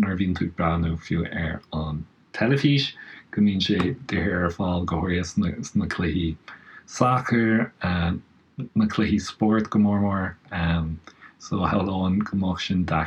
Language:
Irish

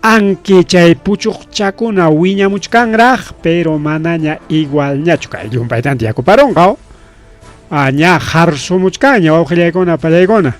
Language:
Ayacucho Quechua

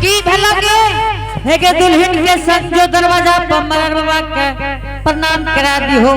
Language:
Angika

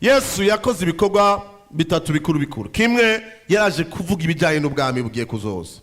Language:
Rundi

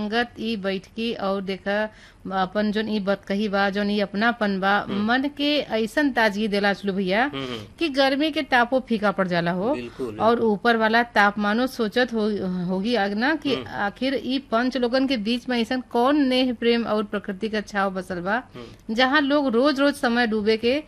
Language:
Bhojpuri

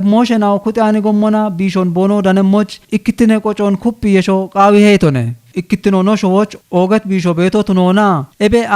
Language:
Kafa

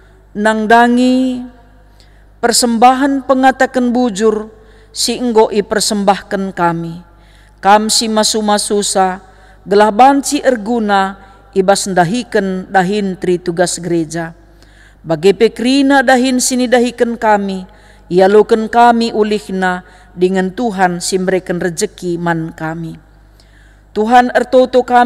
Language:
Batak Karo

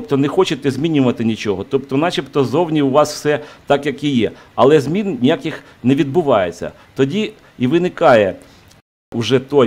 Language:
Ukrainian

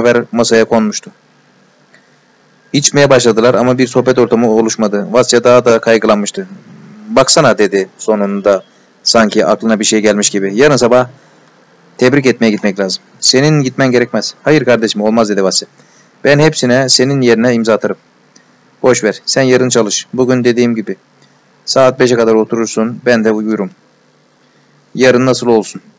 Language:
Turkish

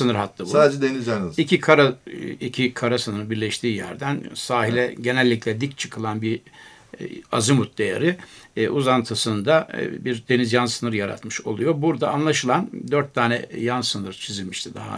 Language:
Turkish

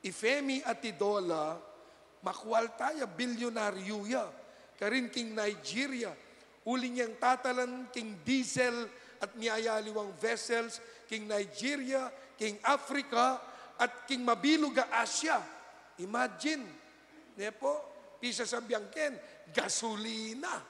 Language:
Pampanga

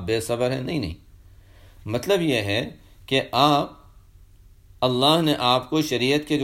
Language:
Urdu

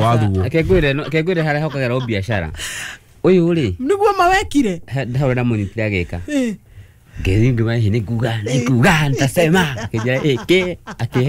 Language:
Kikuyu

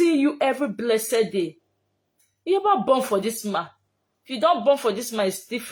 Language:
Nigerian Pidgin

